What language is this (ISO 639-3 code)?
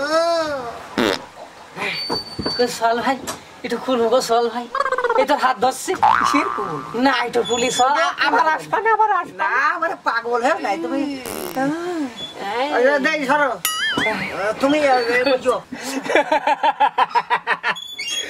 ben